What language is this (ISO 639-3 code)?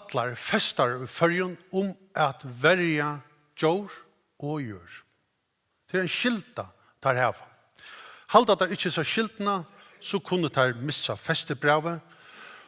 fao